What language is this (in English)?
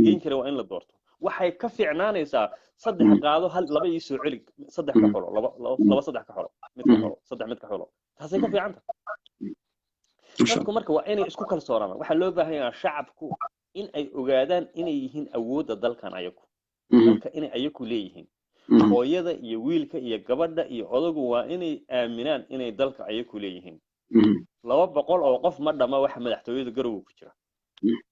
Somali